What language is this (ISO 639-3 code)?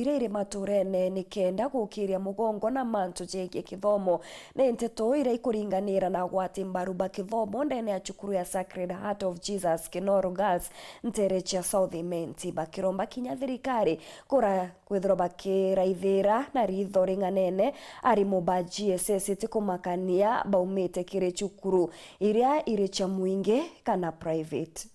mer